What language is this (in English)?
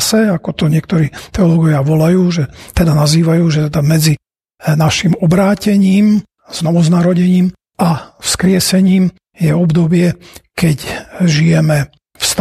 Slovak